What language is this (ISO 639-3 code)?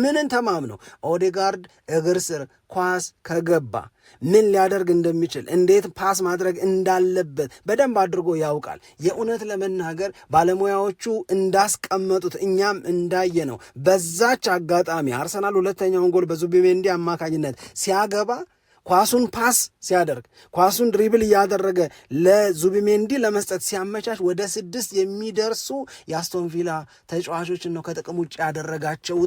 amh